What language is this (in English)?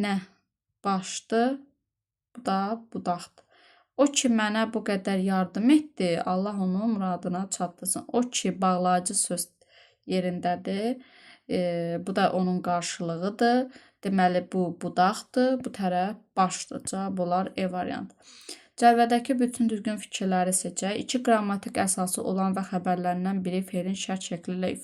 Azerbaijani